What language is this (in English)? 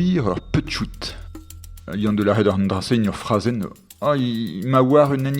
Breton